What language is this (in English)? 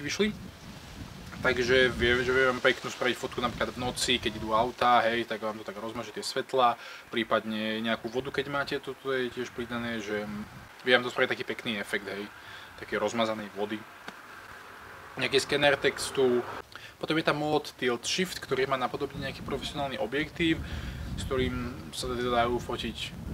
Slovak